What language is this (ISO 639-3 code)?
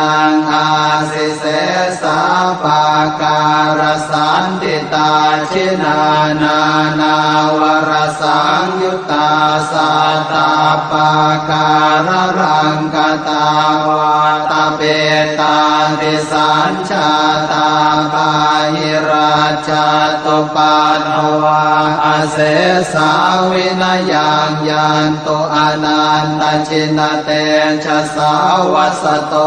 pli